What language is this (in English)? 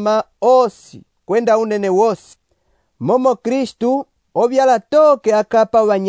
Umbundu